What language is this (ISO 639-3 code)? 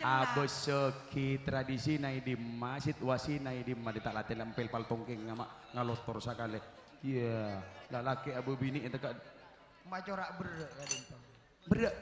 mad